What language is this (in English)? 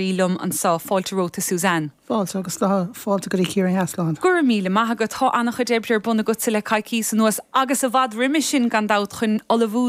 Irish